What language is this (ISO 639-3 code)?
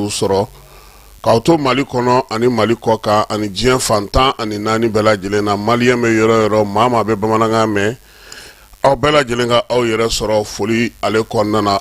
bam